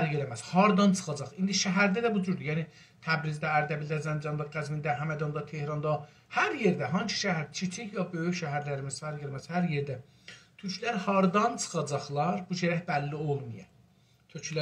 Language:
South Azerbaijani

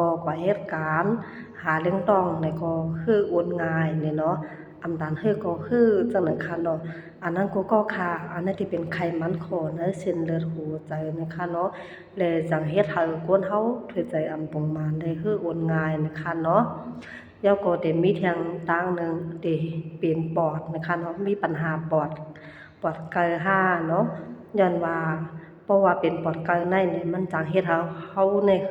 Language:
Shan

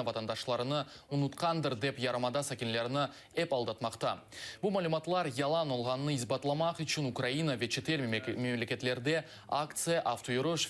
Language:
Crimean Tatar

